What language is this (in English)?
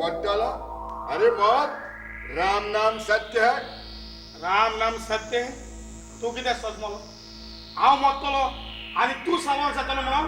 Konkani